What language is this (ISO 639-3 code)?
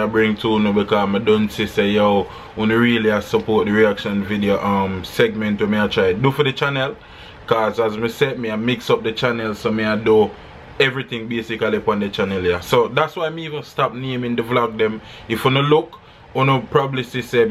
jam